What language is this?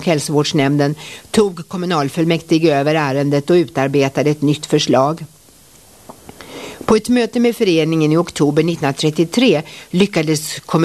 Swedish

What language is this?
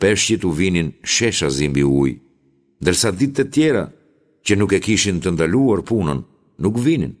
Albanian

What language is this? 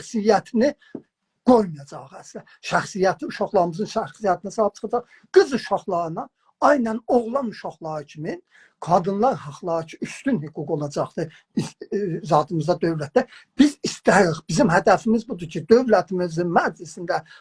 South Azerbaijani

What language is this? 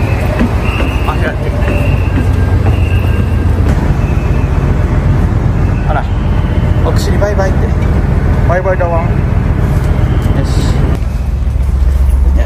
Japanese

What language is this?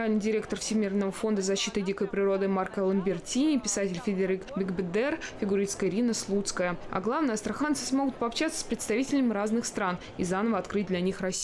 Russian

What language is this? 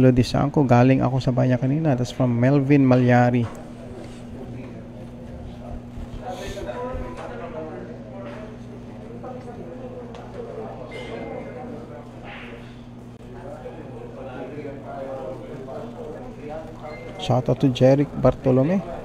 Filipino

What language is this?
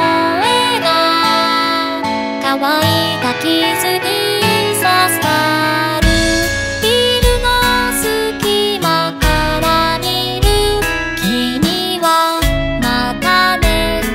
Japanese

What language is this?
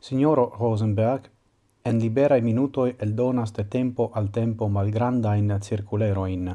Esperanto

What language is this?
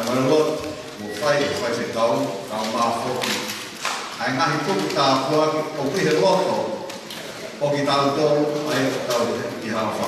Tongan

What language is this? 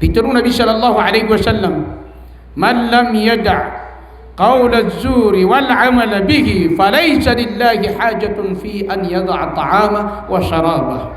Maranao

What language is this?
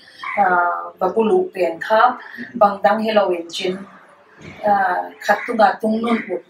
Paite Chin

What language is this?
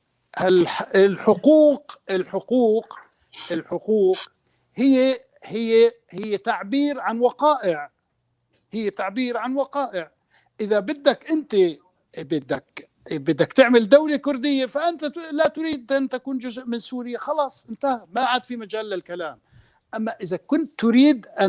North Levantine Arabic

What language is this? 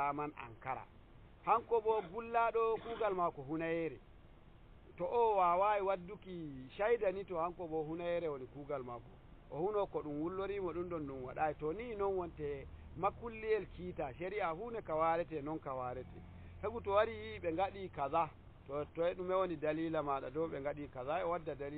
Nigerian Fulfulde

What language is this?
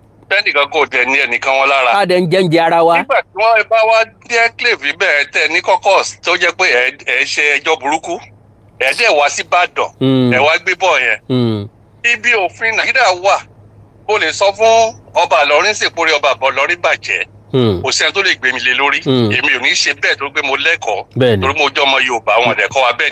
Yoruba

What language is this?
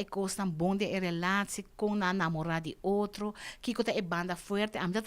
Papiamento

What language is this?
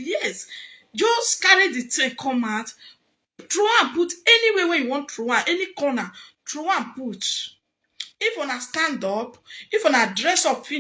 Nigerian Pidgin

